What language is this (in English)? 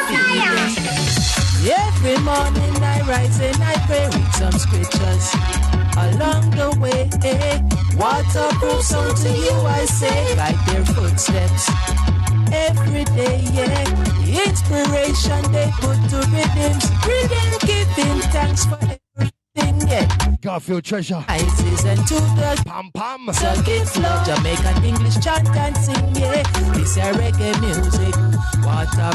Jamaican Creole English